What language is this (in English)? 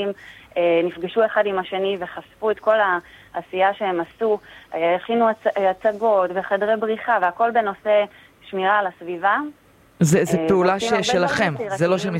Hebrew